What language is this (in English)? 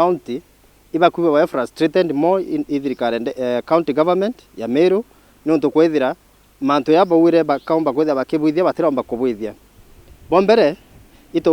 Meru